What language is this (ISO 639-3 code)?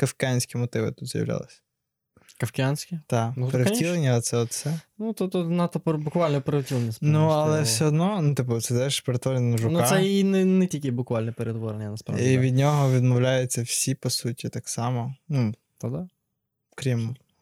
ukr